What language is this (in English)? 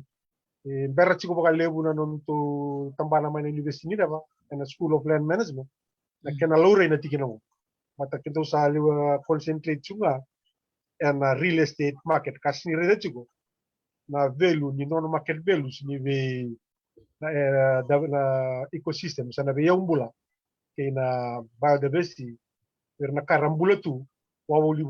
Fijian